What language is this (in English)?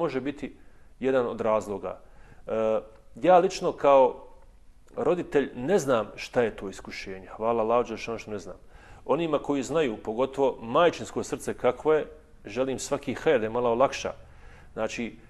Bosnian